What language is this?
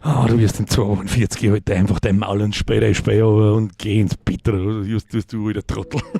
Bavarian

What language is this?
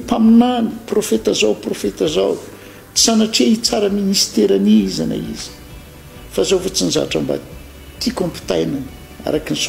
Malagasy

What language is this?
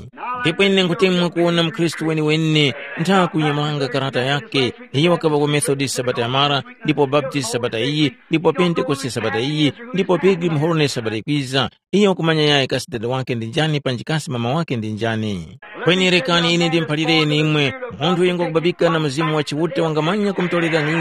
Tumbuka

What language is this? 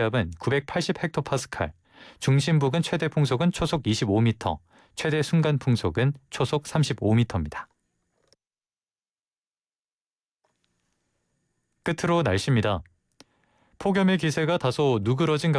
Korean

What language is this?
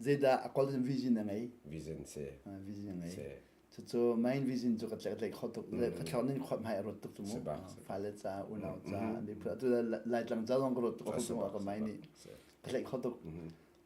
Hakha Chin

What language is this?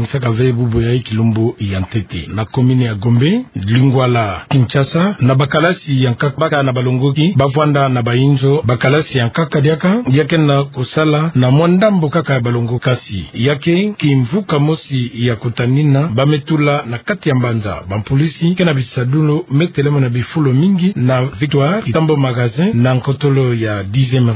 Kituba (Democratic Republic of Congo)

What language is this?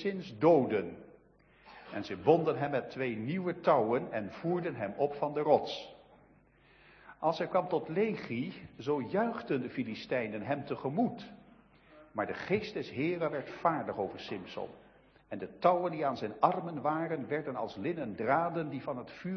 Dutch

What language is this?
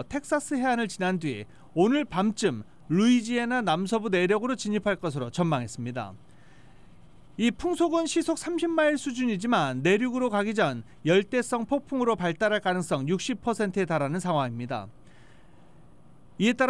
Korean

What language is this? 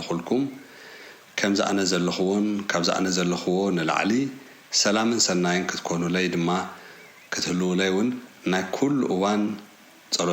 Tigrinya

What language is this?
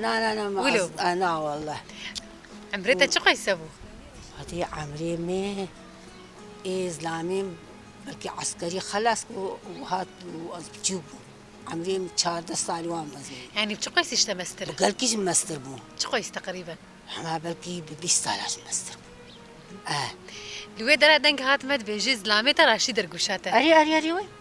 Kurdish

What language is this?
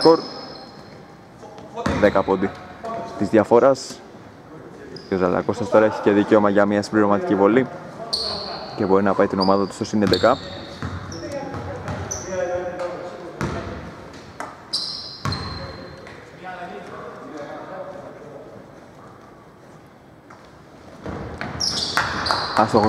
Greek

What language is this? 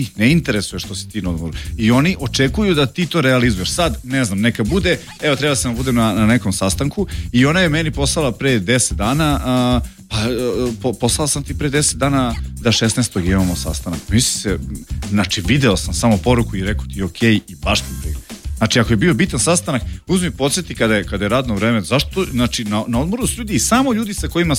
Serbian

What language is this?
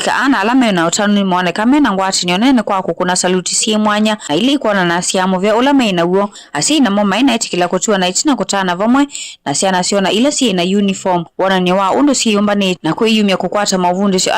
Kamba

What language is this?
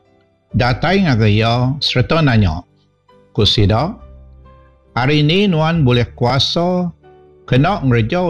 Iban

